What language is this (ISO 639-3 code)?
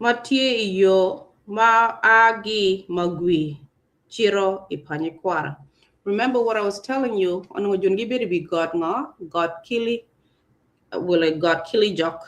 ach